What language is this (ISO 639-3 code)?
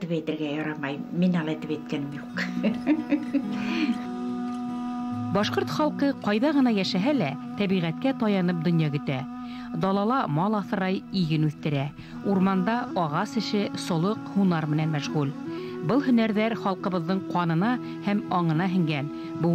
bak